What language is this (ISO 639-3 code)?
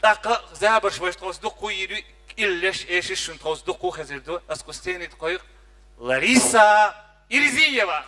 che